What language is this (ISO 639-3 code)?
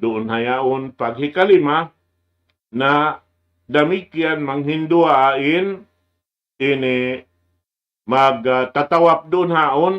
tsg